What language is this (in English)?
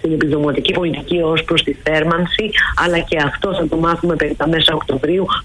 Greek